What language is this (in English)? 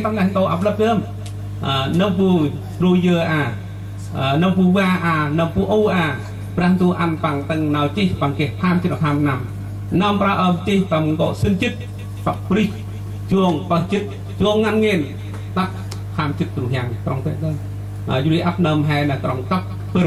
Central Mnong